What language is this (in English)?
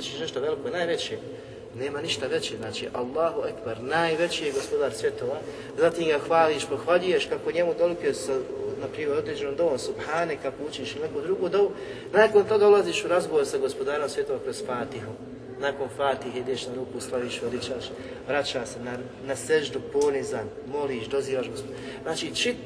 Bosnian